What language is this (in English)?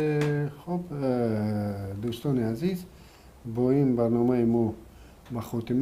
Tajik